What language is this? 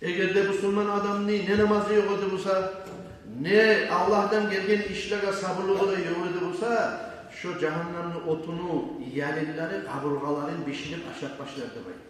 Kumyk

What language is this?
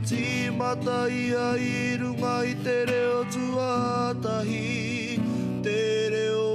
Māori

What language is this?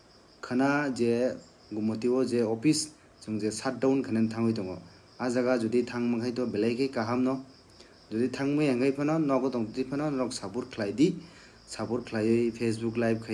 Kok Borok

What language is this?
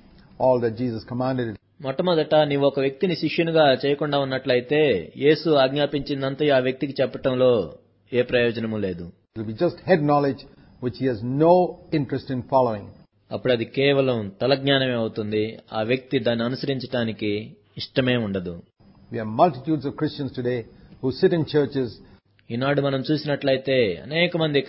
Telugu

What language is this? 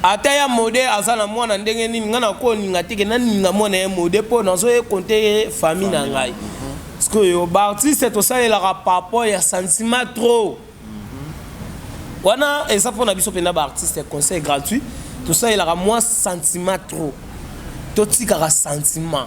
Lingala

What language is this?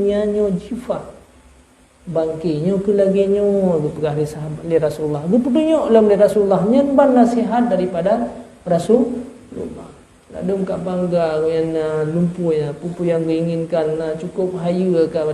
Achinese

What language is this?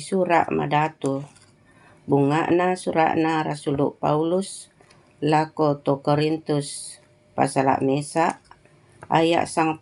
Toraja-Sa'dan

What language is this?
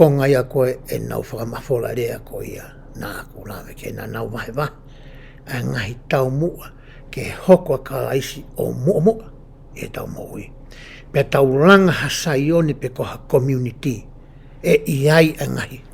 Tongan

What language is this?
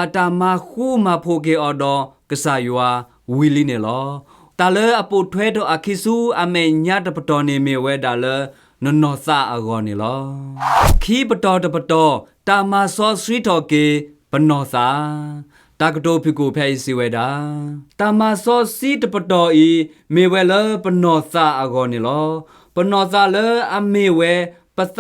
S'gaw Karen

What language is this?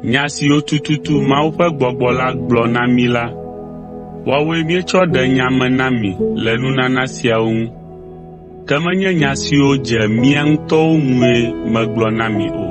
Ewe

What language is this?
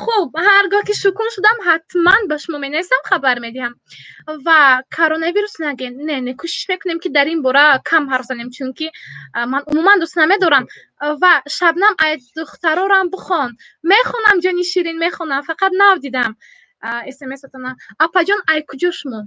Tajik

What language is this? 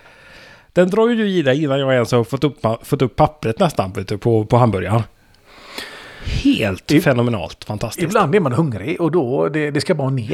Swedish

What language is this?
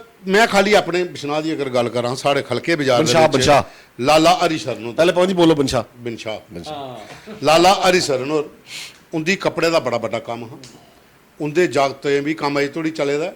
Dogri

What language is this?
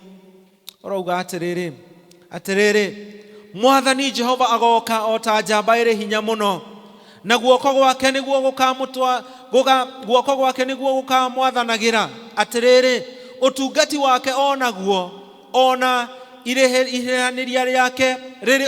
Kikuyu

